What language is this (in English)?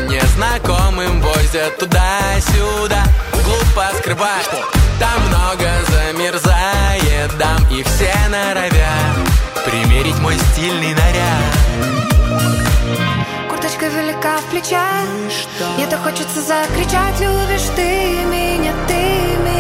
Russian